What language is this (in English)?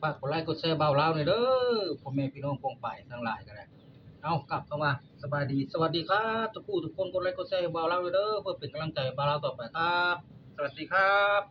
Northeastern Thai